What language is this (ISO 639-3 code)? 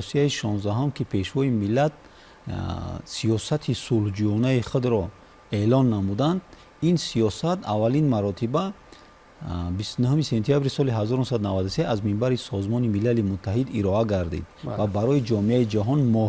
tgk